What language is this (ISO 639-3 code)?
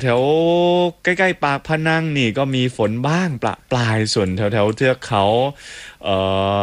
tha